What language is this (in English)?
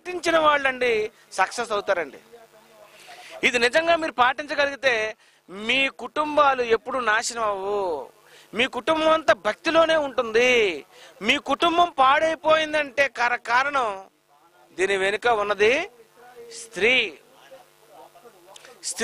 Telugu